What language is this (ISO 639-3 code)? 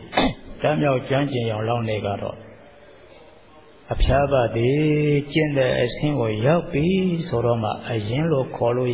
mya